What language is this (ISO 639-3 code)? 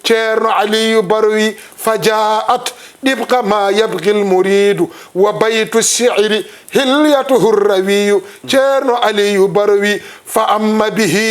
ful